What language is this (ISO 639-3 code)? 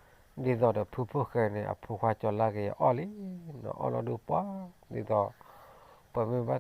ksw